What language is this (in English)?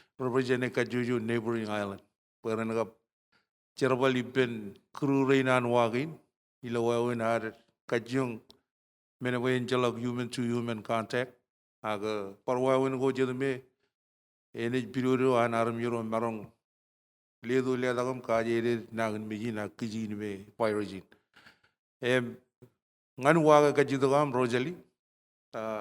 Marshallese